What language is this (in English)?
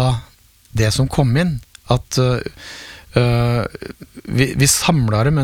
Norwegian